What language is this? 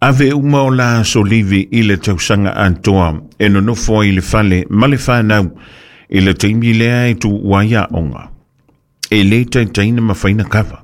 Samoan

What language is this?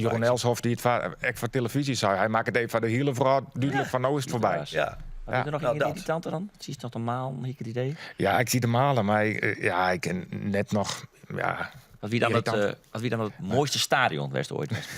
Western Frisian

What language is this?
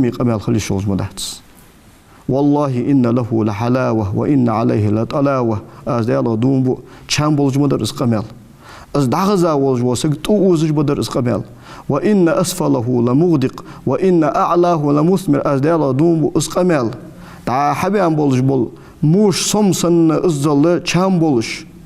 Ingush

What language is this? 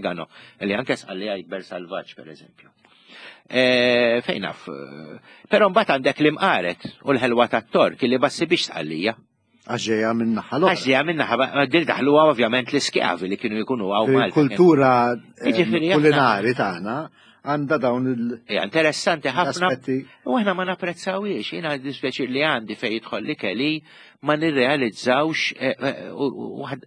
Maltese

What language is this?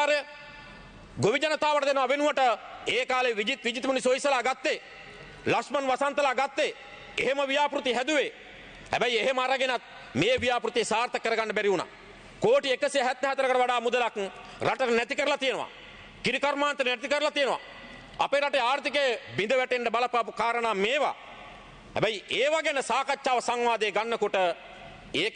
Sinhala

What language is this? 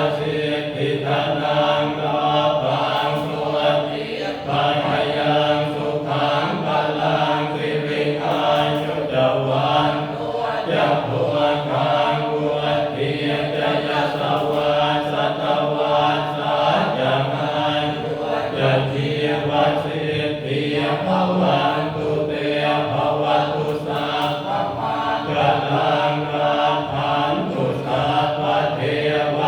Pali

